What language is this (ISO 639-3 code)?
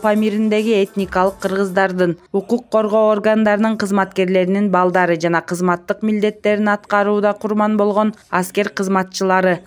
kir